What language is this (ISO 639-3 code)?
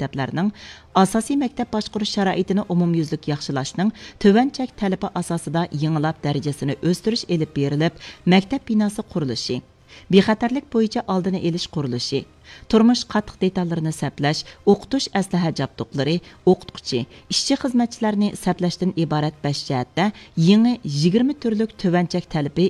uig